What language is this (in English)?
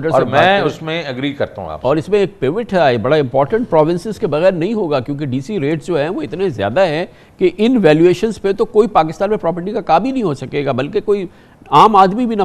Urdu